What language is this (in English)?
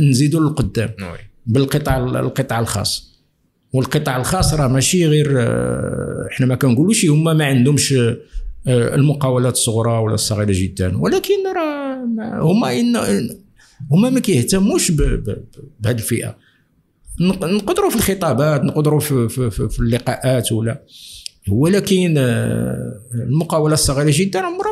Moroccan Arabic